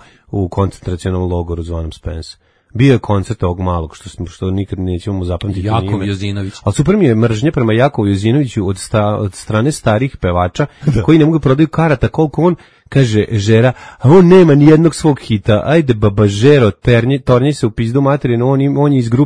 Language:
Serbian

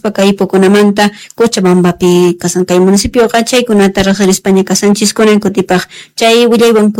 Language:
South Bolivian Quechua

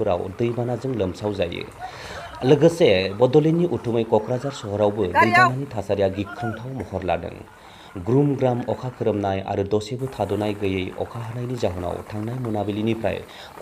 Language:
Bodo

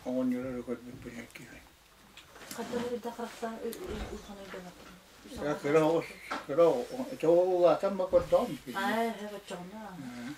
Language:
Yakut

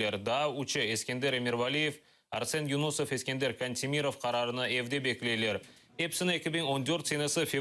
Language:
Crimean Tatar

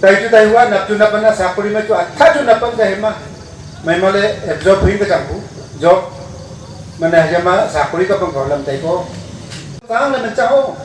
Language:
Wancho Naga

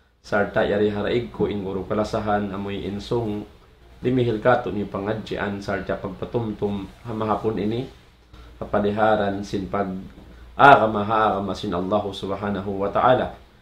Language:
Tausug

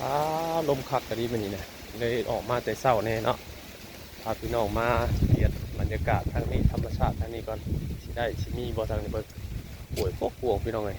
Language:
Northeastern Thai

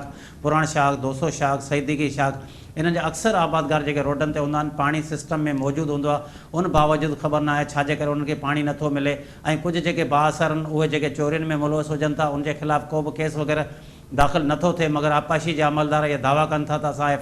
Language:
Sindhi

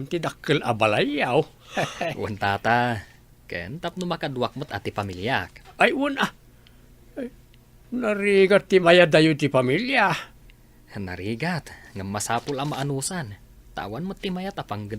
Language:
Iloko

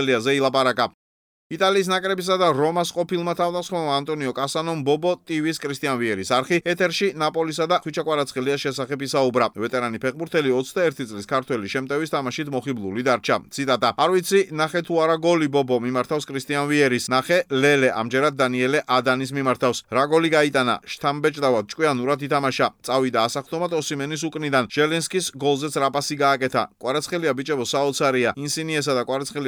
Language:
Georgian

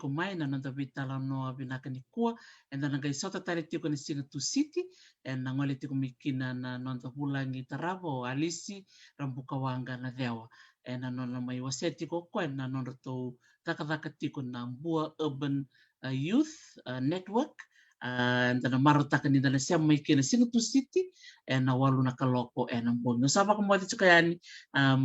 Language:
Fijian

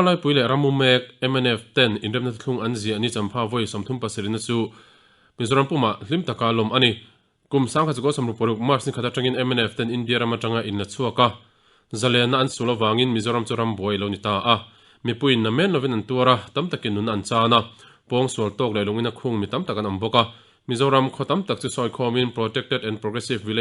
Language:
Mizo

